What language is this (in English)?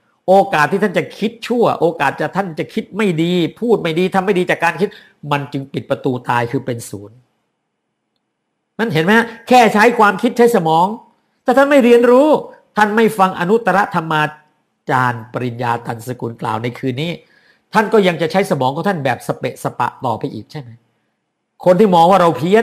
Thai